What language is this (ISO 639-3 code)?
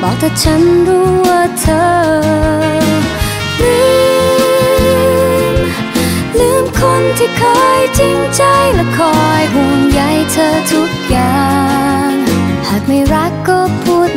tha